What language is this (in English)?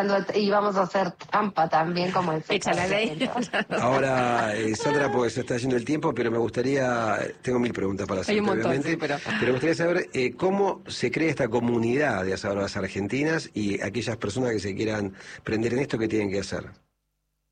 Spanish